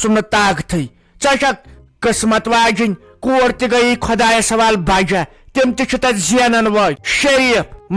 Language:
Kashmiri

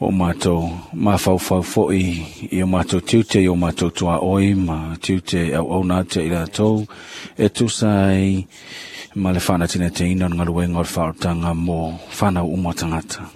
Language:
Samoan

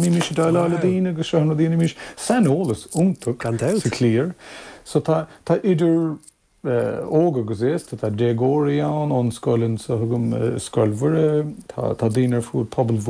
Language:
Irish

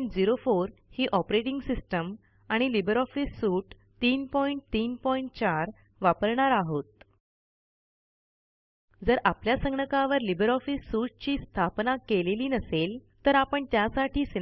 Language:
Marathi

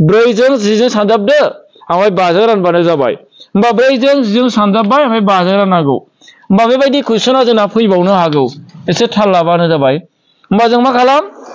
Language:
Bodo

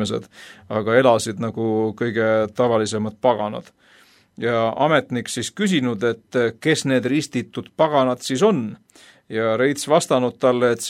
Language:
Estonian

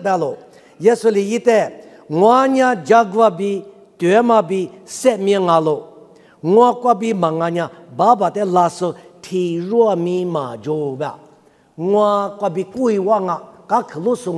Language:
Lisu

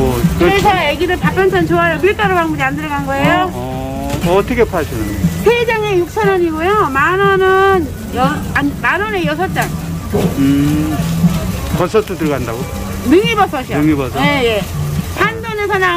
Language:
Korean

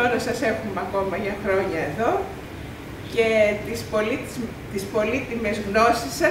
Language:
Greek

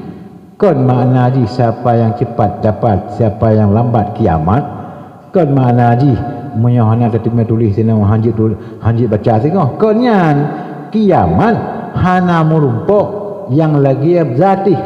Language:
Achinese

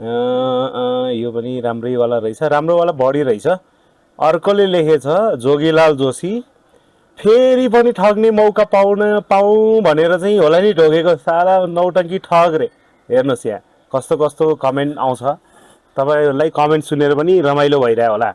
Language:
Nepali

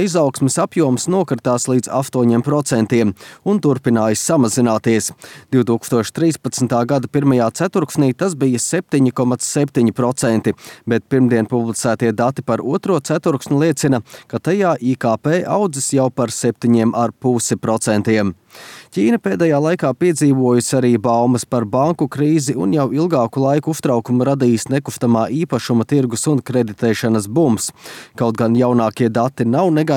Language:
Latvian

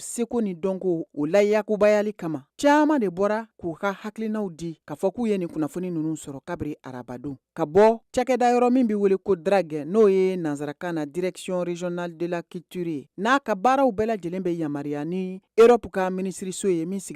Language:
Bambara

